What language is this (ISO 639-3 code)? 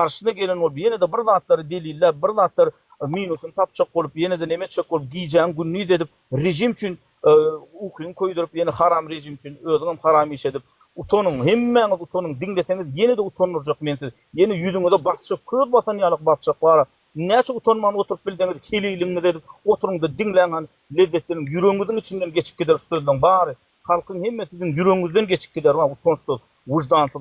tuk